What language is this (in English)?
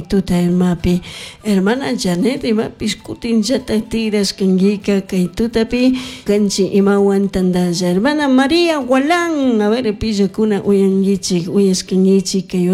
Chimborazo Highland Quichua